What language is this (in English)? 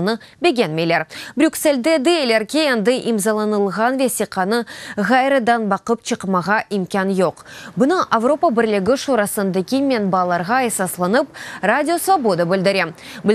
Crimean Tatar